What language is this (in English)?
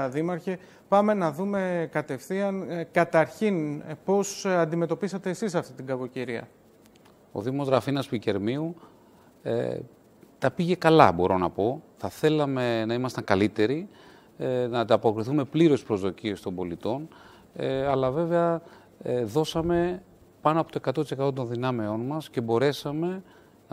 Greek